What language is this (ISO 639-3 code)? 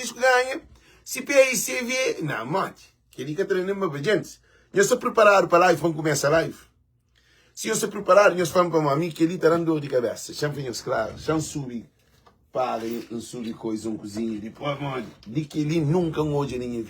kea